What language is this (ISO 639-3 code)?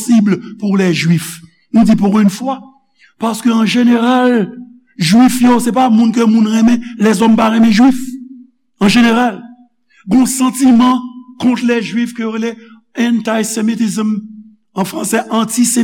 hat